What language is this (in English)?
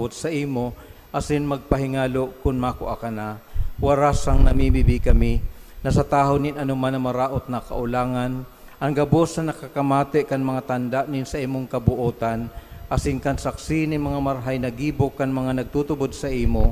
Bikol